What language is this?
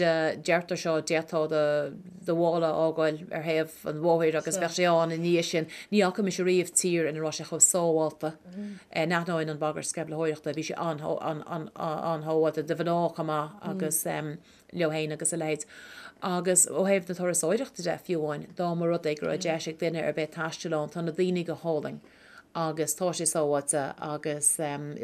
Irish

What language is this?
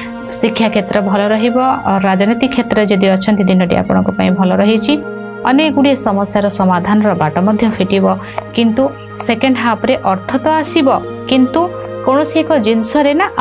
Odia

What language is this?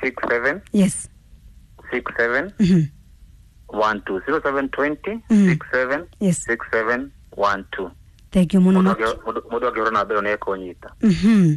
Kikuyu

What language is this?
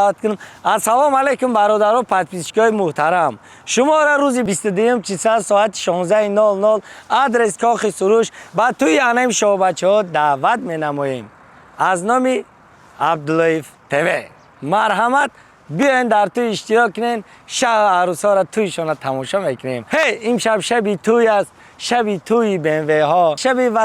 Tajik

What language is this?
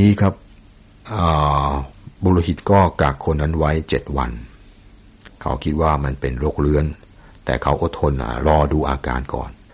Thai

